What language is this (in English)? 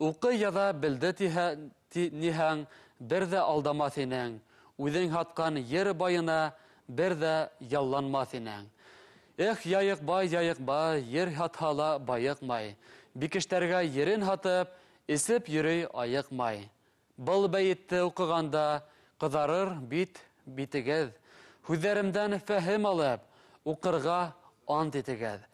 Bashkir